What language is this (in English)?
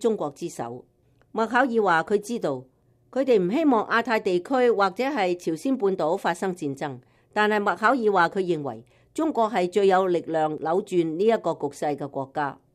Cantonese